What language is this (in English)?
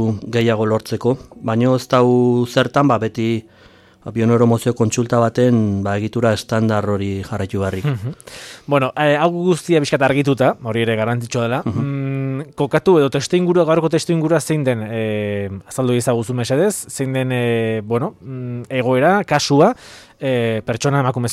Basque